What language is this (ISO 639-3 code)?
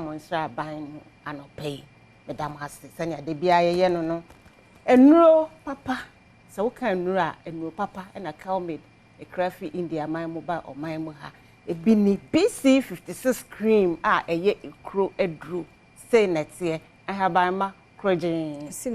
aka